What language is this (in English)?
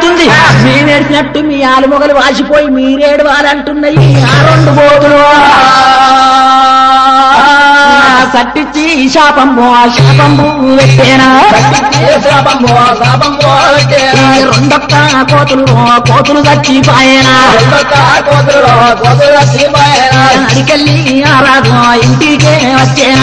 Telugu